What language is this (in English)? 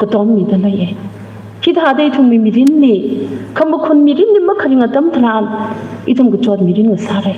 Tangkhul Naga (India)